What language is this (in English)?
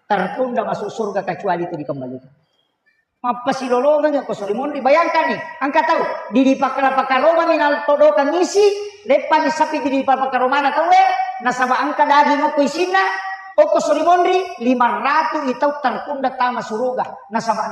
Buginese